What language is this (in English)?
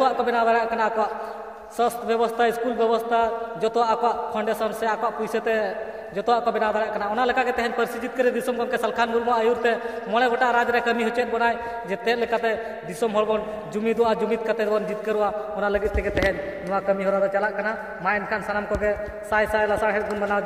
Santali